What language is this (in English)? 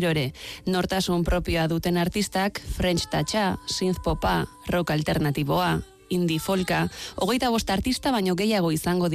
Basque